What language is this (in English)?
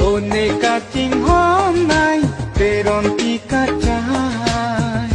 Karbi